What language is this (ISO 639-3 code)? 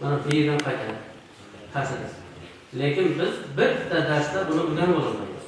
uzb